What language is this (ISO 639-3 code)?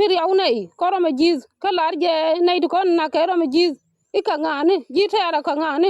nus